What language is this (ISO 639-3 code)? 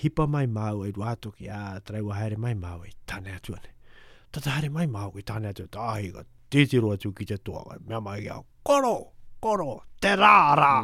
mri